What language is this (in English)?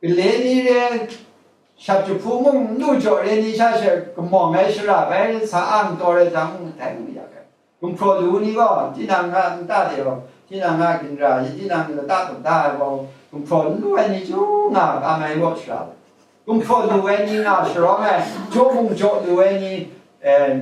Kachin